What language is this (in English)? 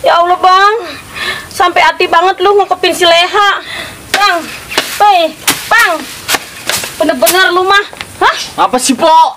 Betawi